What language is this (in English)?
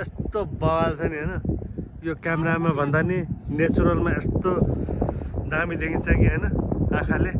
Nepali